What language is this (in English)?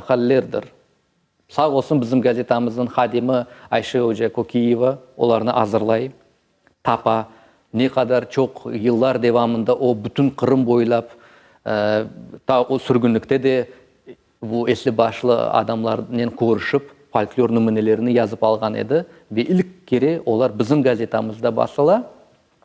Crimean Tatar